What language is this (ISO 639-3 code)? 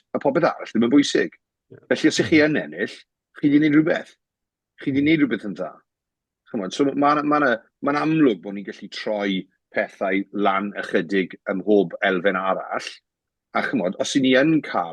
cym